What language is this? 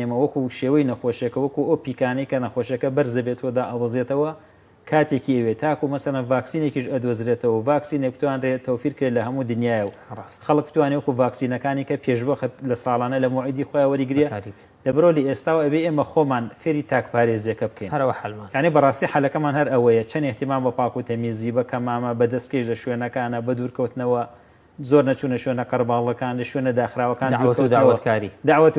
Central Kurdish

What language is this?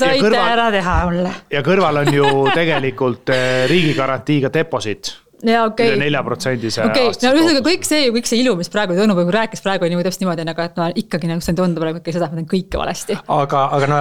Estonian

